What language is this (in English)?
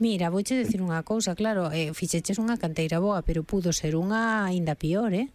Galician